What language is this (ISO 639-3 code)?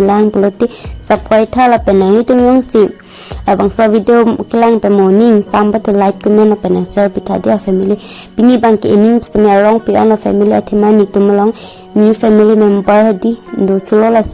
mjw